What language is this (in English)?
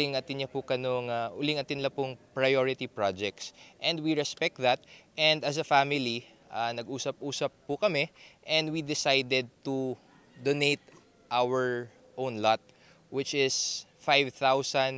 Pampanga